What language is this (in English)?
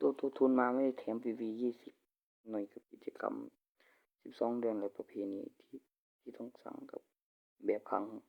Northeastern Thai